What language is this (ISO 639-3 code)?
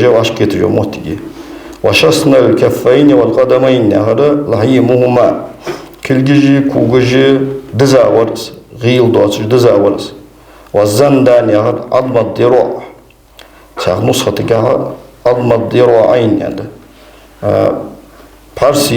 inh